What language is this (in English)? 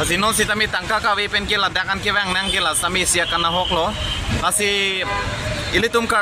Karbi